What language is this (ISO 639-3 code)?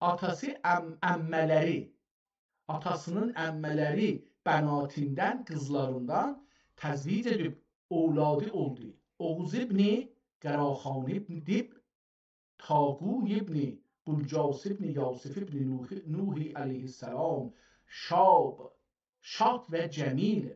azb